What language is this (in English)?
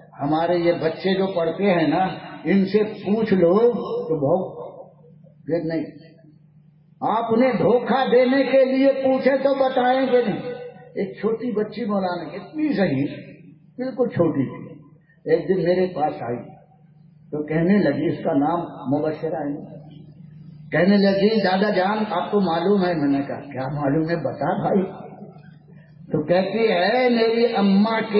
Urdu